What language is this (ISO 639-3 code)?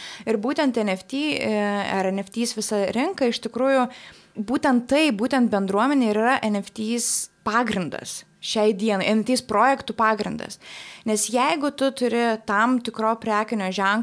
lit